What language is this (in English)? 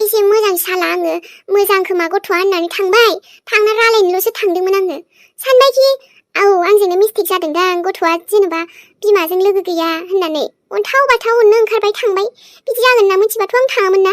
Bodo